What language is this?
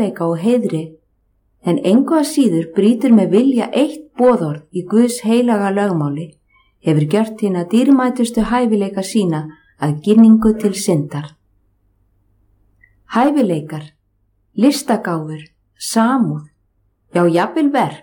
Icelandic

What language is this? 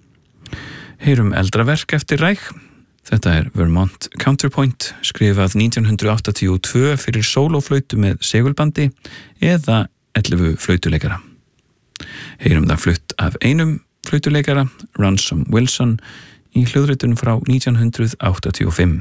Icelandic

